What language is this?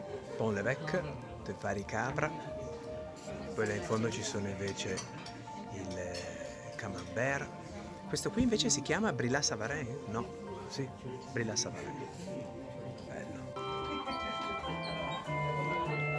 Italian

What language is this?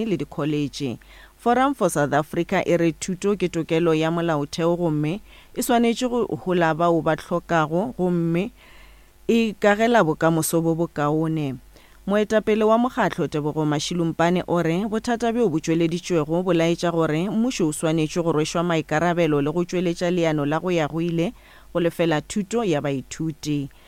Northern Sotho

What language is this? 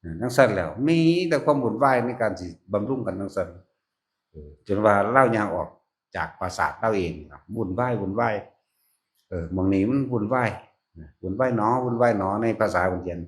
Northeastern Thai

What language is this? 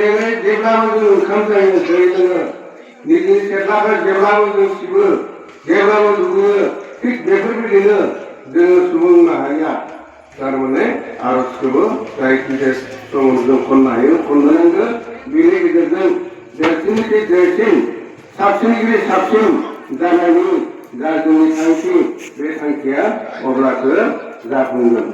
Bodo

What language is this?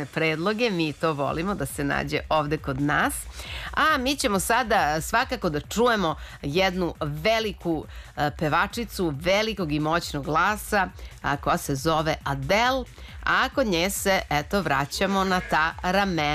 Serbian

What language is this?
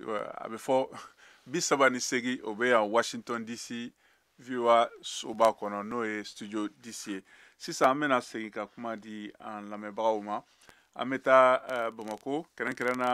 Bambara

